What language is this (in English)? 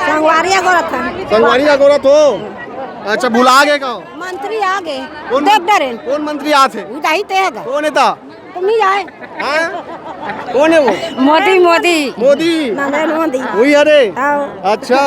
Chhattisgarhi